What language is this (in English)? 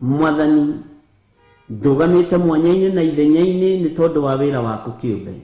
Kikuyu